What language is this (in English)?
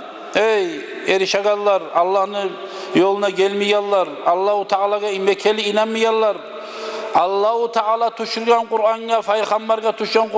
Kumyk